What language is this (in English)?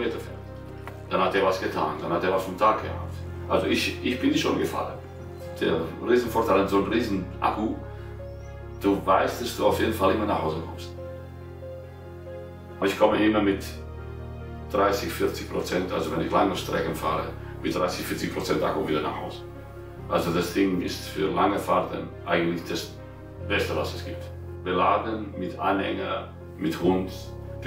German